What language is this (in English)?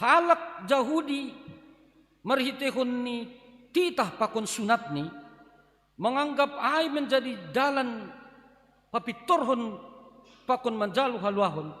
Batak Simalungun